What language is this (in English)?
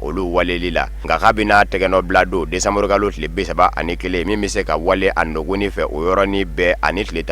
Bambara